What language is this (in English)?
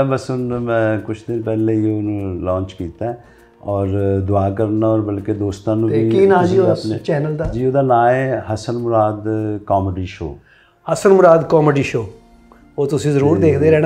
Punjabi